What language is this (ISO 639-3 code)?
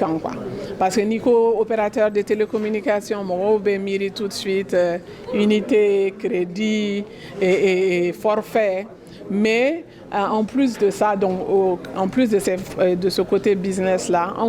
bam